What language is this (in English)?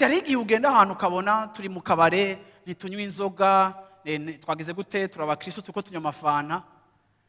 Rundi